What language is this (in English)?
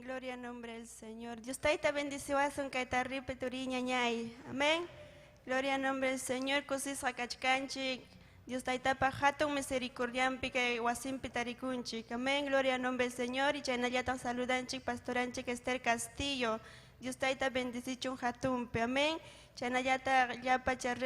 Ayacucho Quechua